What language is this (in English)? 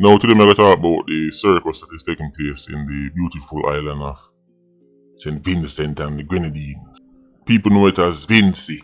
Jamaican Creole English